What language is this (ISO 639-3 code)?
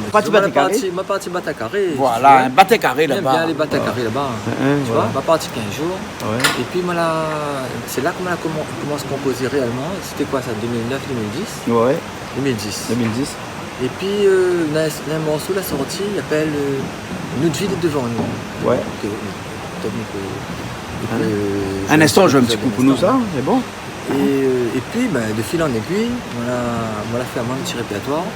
rcf